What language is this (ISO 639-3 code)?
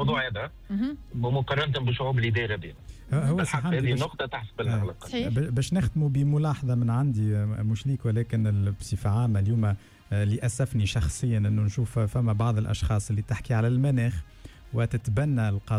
aeb